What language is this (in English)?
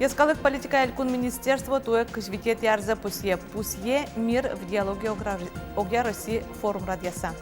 Udmurt